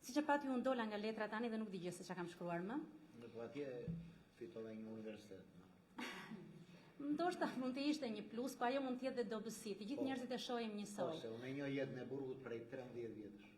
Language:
Albanian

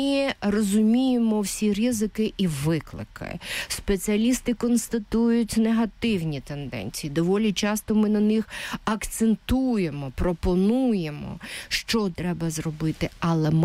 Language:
Ukrainian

